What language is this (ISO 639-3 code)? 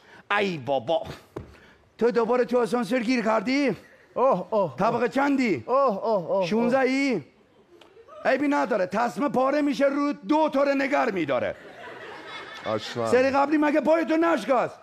fas